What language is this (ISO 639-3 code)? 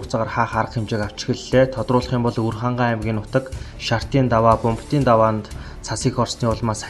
mon